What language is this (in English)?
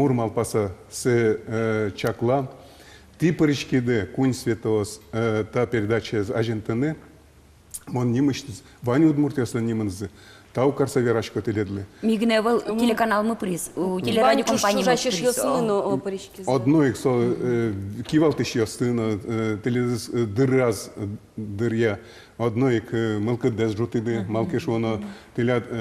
Udmurt